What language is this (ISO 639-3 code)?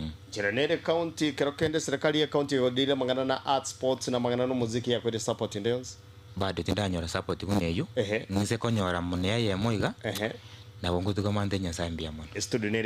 guz